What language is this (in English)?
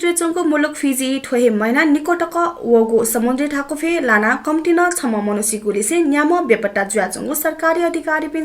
Newari